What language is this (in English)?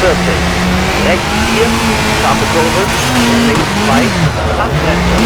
Bavarian